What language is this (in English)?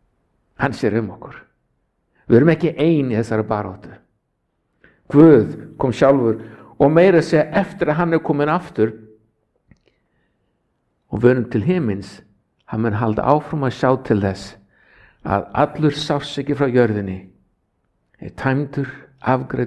Icelandic